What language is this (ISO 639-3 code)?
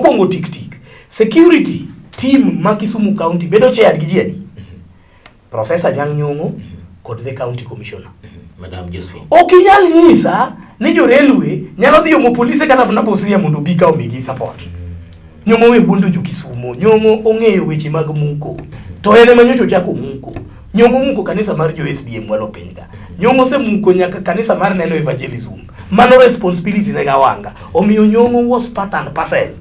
luo